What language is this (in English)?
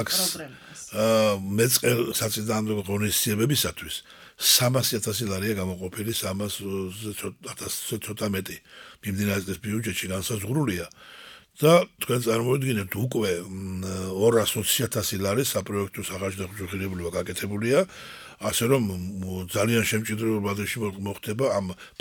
Georgian